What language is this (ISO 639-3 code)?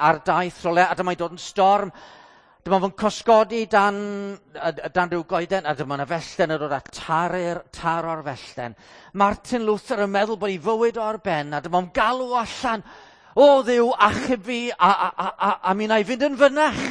cym